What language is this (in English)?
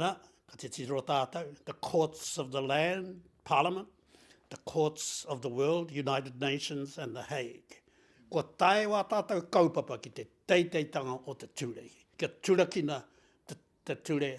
Māori